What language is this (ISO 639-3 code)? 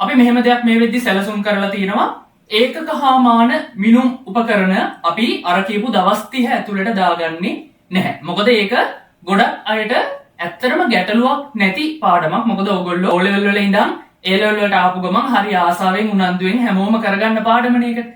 sin